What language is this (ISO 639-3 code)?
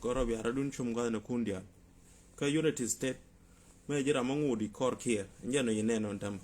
nus